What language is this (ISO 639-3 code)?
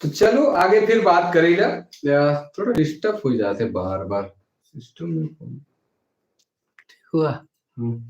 sck